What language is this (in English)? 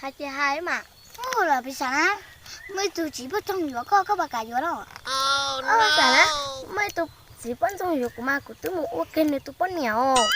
Hmong